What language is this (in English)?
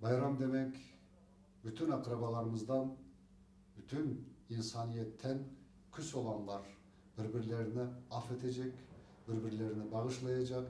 Crimean Tatar